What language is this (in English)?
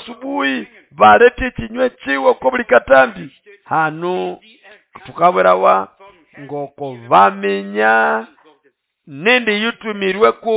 Nande